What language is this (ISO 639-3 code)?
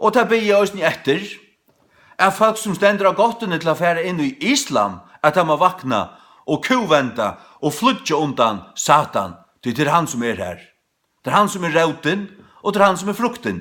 fao